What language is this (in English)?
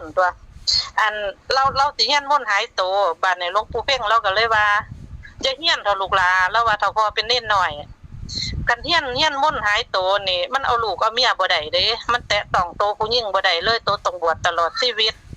Northeastern Thai